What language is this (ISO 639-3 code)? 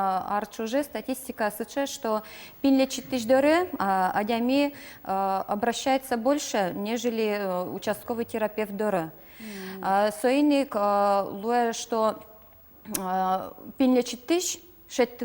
udm